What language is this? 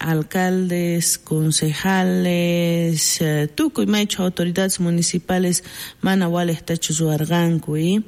South Bolivian Quechua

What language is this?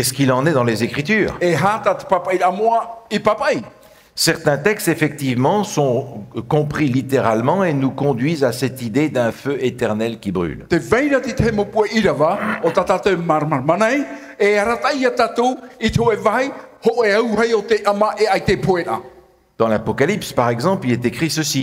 Tahitian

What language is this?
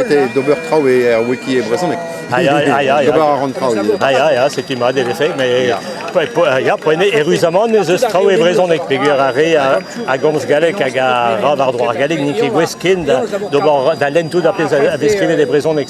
Breton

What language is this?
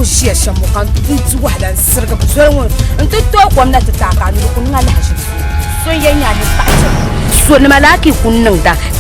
Dagbani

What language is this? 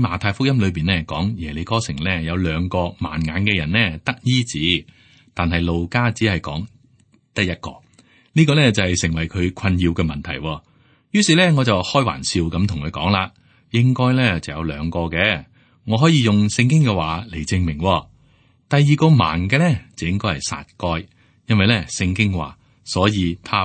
Cantonese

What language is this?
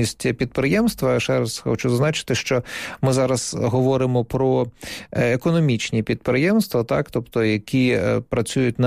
Ukrainian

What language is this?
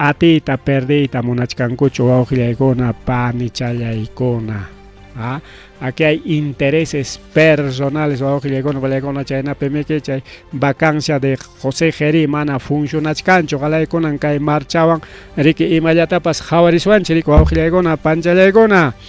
Ayacucho Quechua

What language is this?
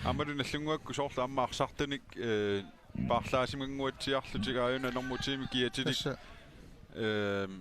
Kalaallisut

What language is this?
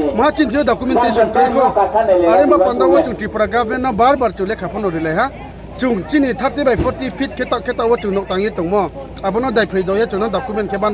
Riang (India)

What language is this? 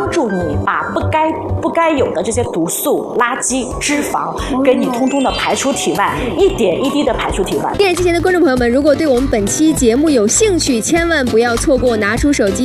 Chinese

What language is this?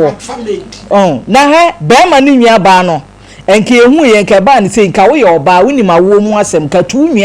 Akan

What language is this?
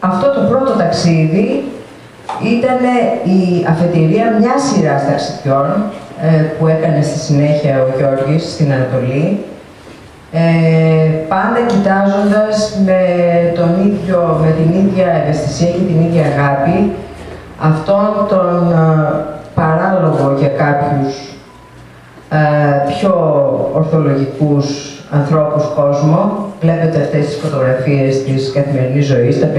Greek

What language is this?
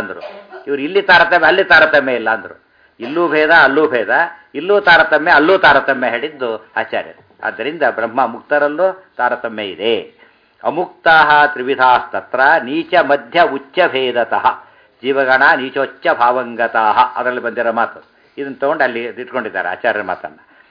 Kannada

